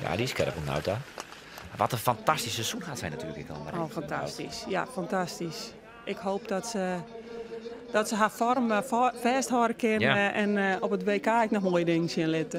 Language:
Western Frisian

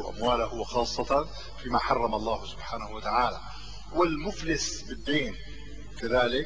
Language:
Arabic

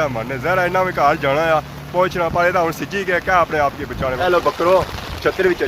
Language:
Pahari-Potwari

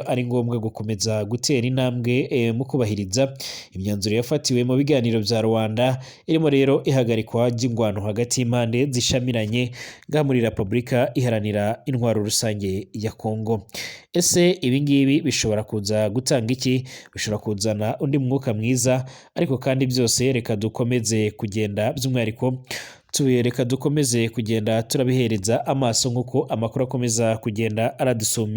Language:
Rundi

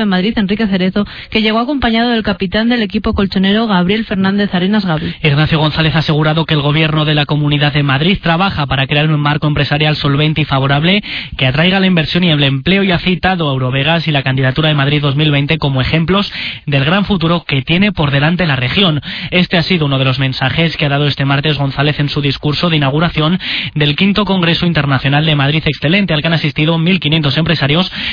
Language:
Spanish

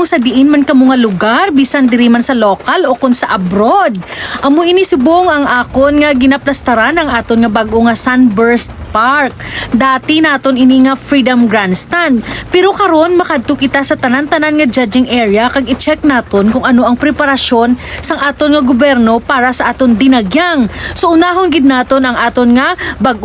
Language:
Hiligaynon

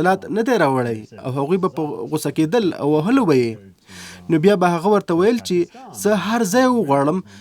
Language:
Pashto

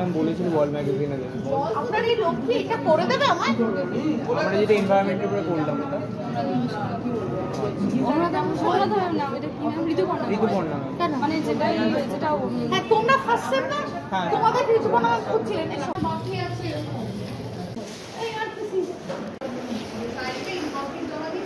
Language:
Bangla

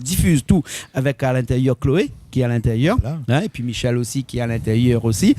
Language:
Réunion Creole French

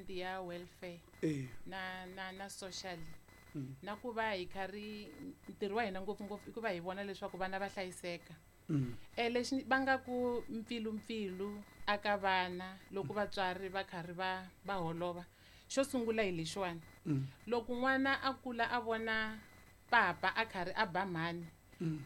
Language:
Tsonga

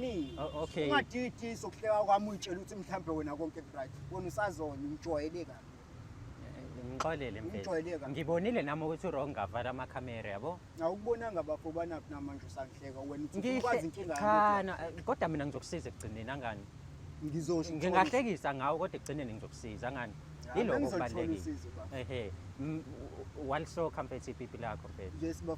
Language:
Zulu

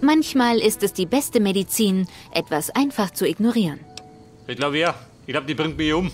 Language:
Bavarian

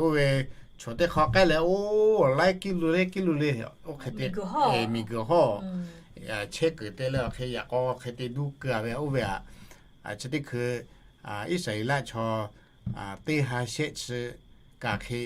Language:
Lahu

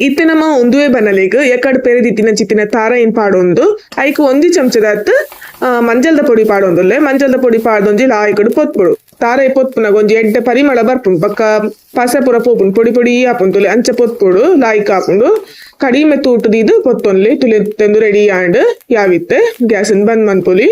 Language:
Tulu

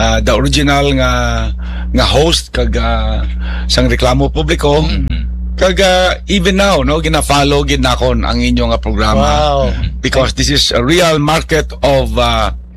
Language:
Hiligaynon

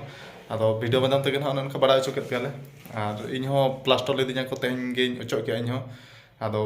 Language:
Santali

